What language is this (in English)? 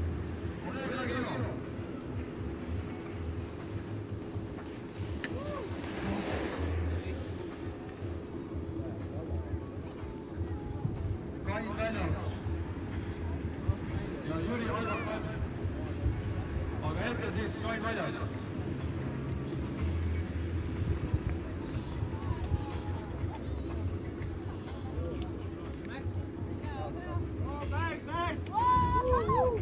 Estonian